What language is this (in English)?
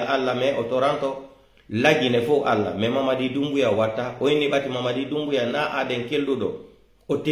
Pular